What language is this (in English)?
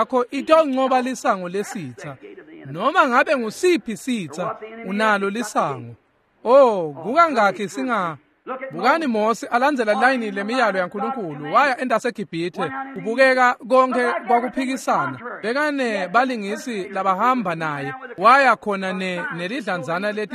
Swati